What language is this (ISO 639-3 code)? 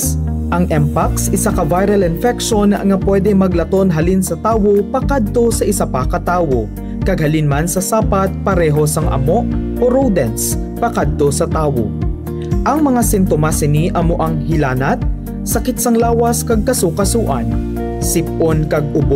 hil